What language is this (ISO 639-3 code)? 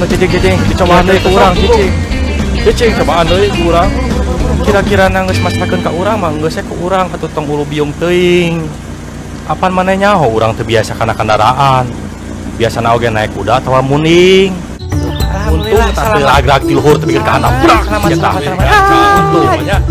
sun